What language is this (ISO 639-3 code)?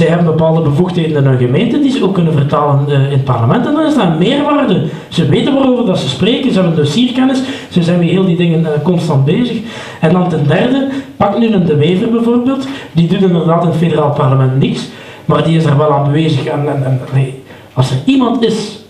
nld